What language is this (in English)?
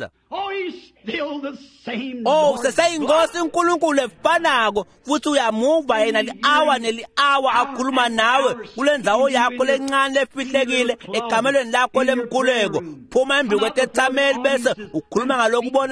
Swati